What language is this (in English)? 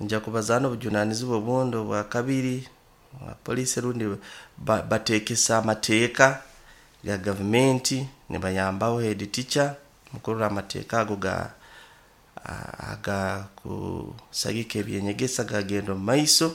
Nyoro